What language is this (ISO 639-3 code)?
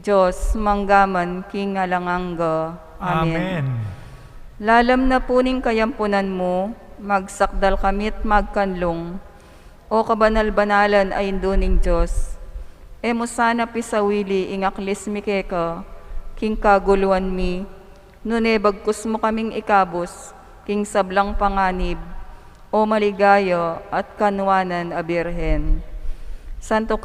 pam